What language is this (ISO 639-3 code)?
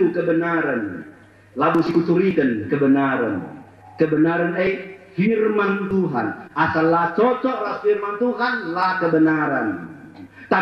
btx